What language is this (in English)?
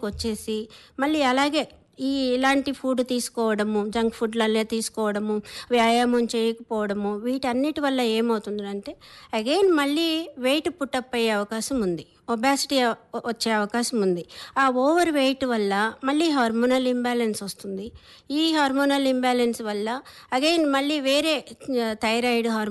Telugu